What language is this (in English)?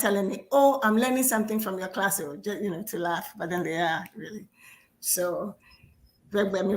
Ewe